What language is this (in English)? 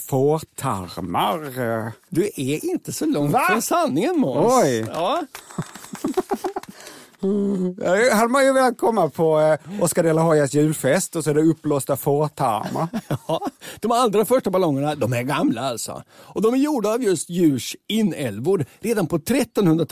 Swedish